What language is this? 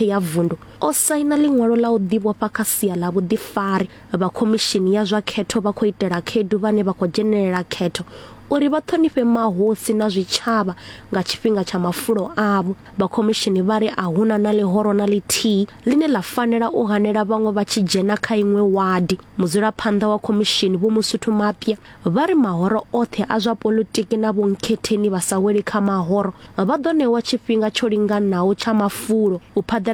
Venda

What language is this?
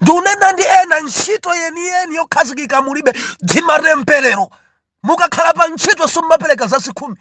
Nyanja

